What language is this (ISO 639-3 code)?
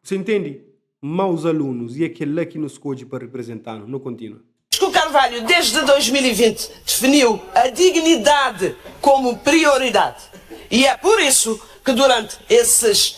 kea